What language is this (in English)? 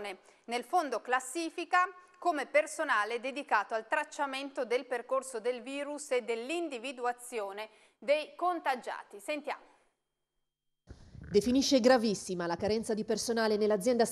Italian